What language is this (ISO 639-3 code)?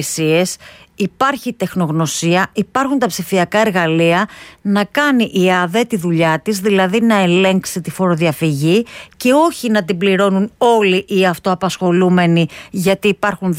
ell